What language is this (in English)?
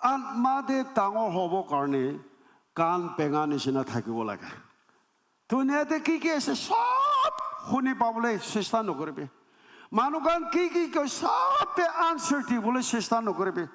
Naga Pidgin